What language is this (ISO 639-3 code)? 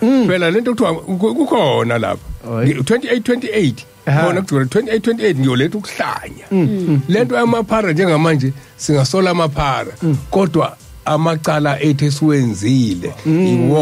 zul